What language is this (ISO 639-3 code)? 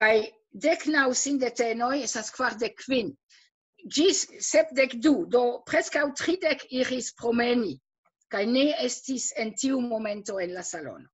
epo